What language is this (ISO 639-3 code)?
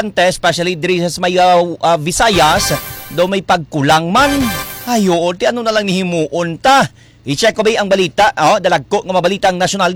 hil